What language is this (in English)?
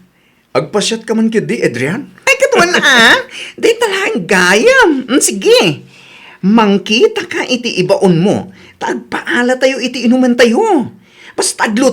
Iloko